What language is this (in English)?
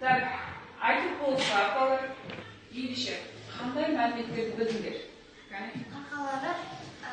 Kazakh